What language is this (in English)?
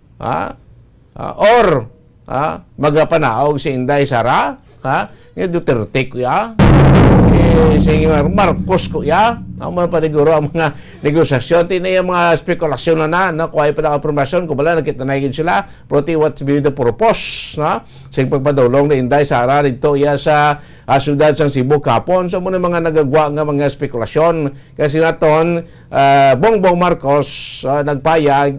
Hiligaynon